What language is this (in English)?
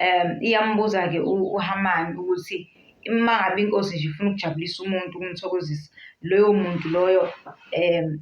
Zulu